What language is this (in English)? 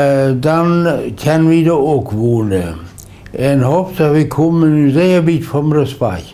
Plautdietsch